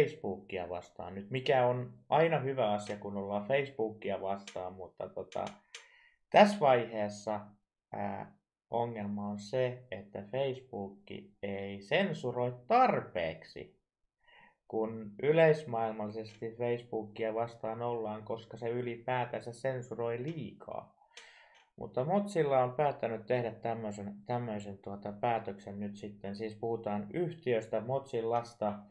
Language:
Finnish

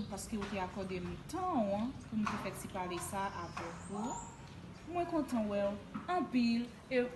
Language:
Haitian Creole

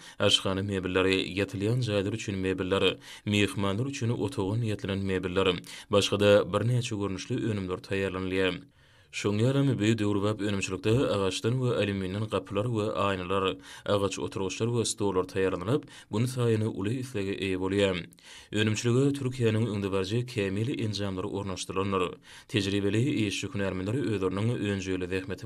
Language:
Turkmen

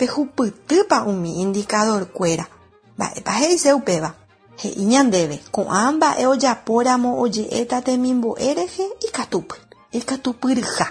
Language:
Guarani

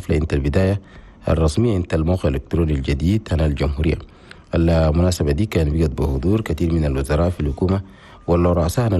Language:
Chadian Arabic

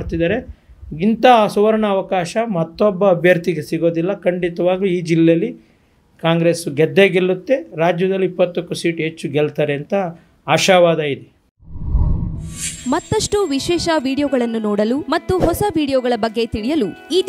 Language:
Kannada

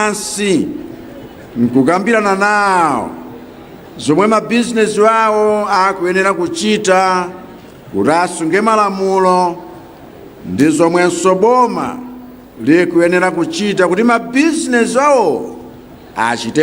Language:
Nyanja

